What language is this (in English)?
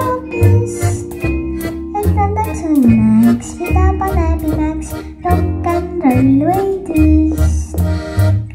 Estonian